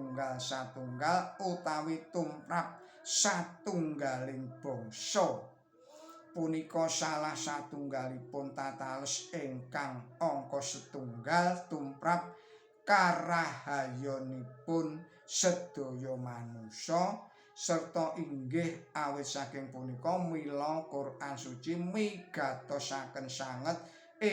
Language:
Javanese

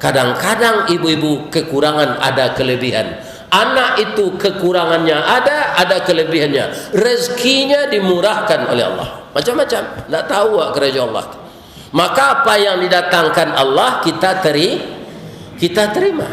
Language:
Minangkabau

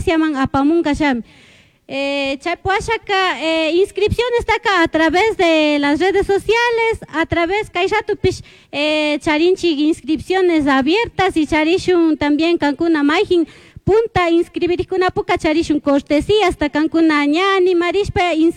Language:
Chimborazo Highland Quichua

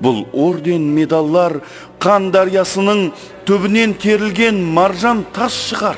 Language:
Kara-Kalpak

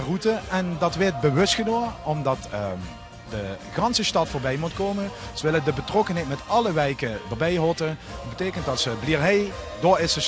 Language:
Limburgish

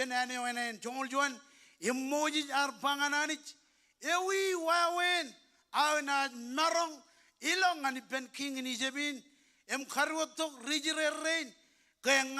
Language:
Marshallese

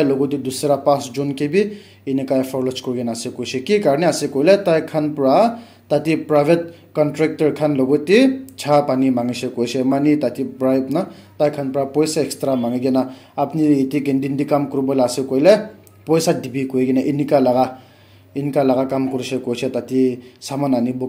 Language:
Naga Pidgin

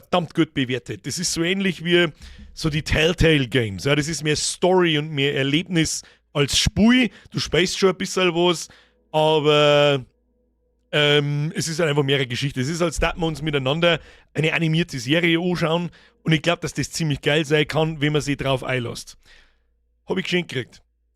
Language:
Bavarian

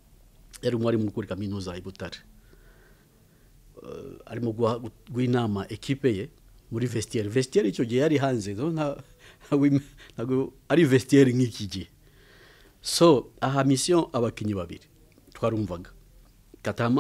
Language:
Kinyarwanda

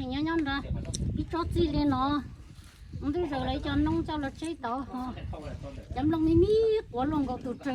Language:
Hmong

